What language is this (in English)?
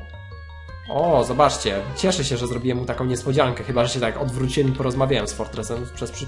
Polish